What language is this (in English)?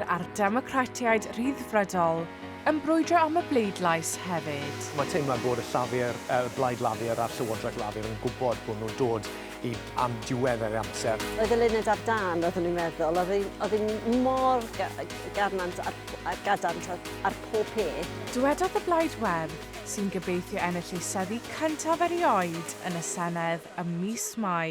Welsh